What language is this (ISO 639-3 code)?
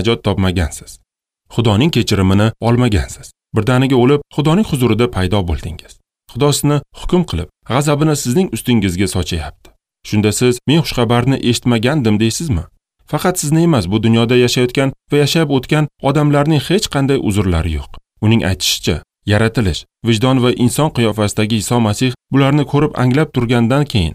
uzb